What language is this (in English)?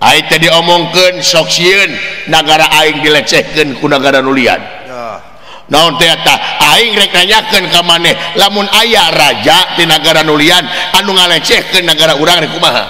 Sundanese